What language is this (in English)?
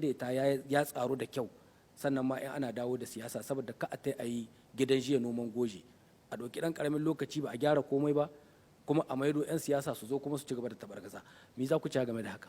Hausa